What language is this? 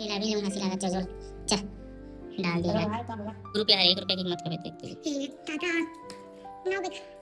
Chhattisgarhi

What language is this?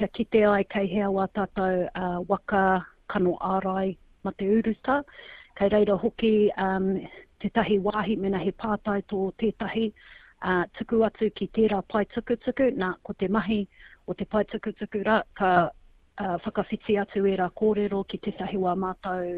Māori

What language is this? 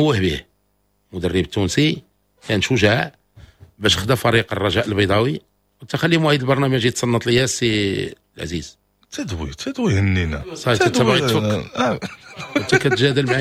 Moroccan Arabic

